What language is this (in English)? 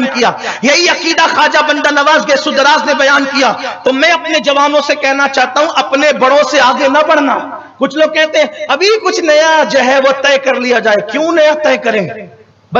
Urdu